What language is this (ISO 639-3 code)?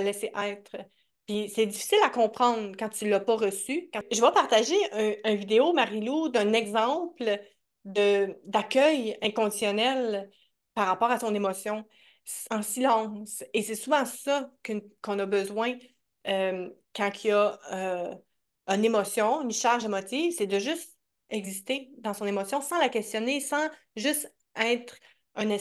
fra